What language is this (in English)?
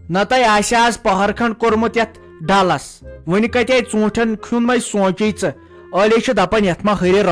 Kashmiri